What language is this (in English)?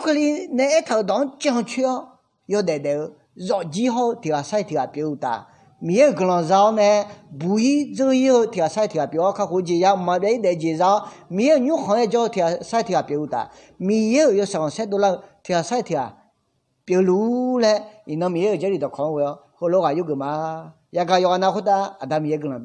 Akha